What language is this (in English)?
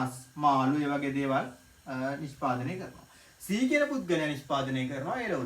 Sinhala